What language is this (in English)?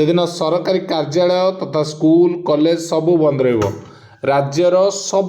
Odia